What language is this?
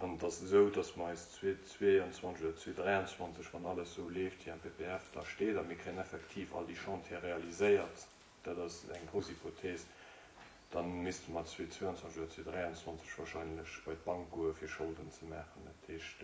Luxembourgish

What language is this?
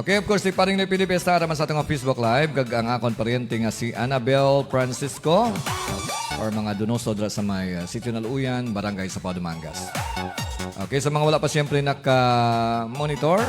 Hiligaynon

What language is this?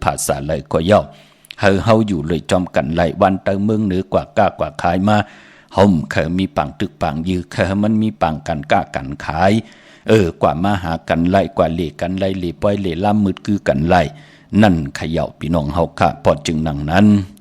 Shan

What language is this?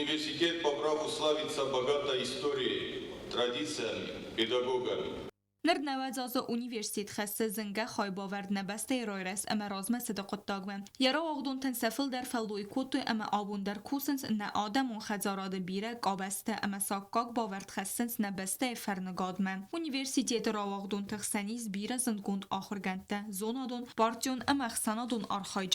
Ossetic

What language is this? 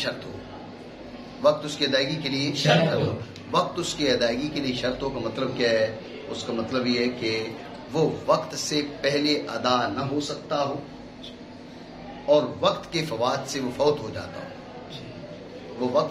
Urdu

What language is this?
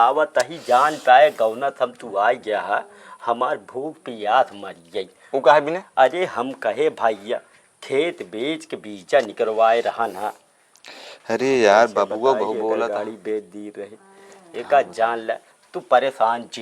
Awadhi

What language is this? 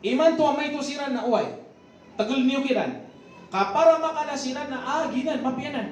Maranao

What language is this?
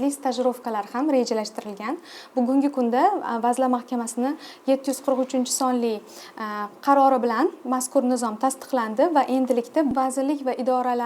Uzbek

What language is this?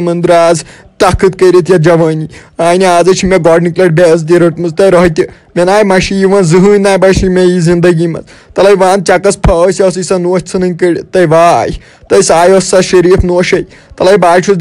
Kashmiri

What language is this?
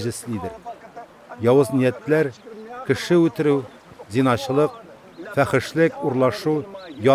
Tatar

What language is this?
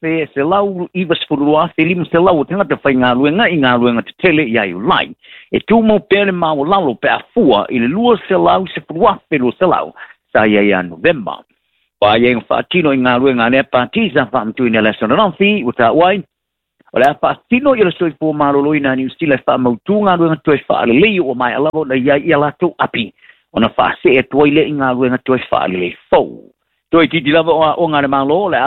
Samoan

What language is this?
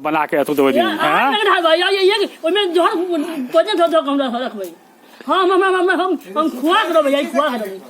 Maithili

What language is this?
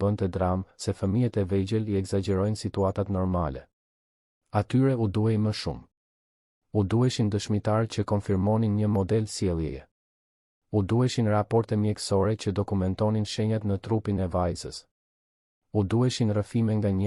Albanian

